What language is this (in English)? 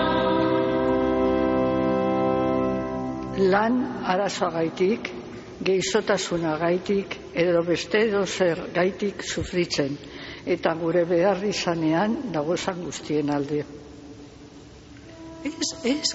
Basque